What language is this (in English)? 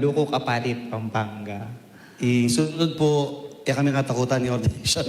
Pampanga